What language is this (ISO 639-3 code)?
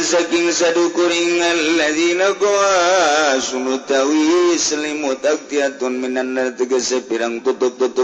sun